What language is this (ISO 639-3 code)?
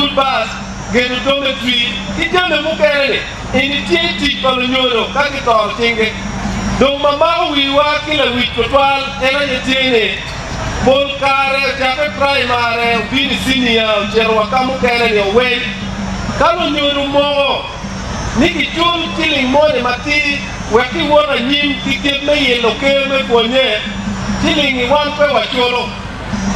ach